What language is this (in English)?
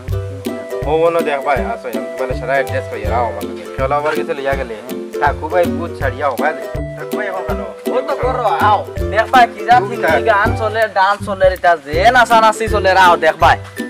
Sylheti